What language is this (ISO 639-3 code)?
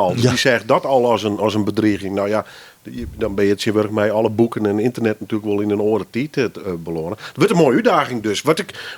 fry